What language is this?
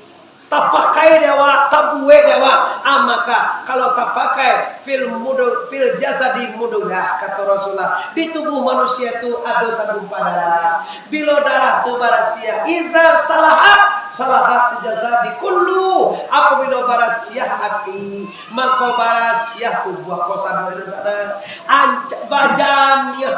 Minangkabau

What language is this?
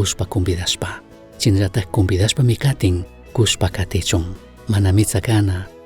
Chimborazo Highland Quichua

